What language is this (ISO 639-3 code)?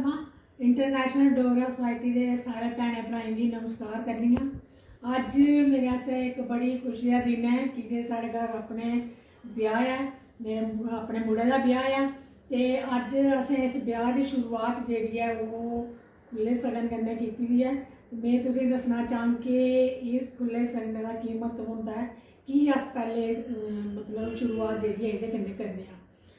doi